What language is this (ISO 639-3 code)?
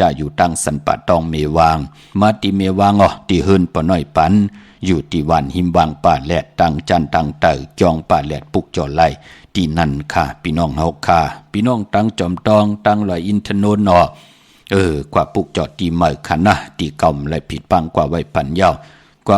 shn